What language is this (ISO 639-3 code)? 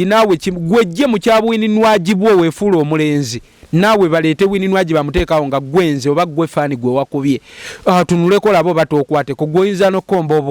lug